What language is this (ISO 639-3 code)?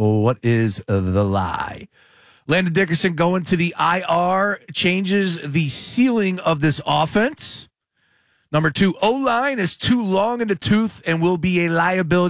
eng